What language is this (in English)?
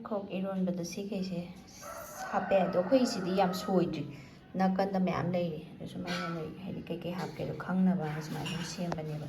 Manipuri